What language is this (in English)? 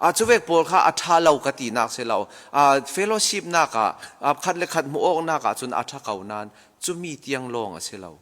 Falam Chin